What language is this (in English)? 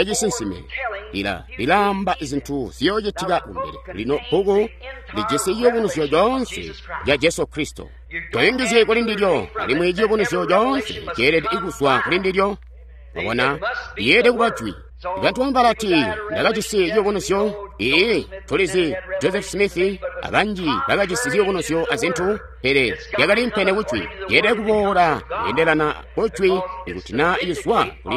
Tonga (Zambia)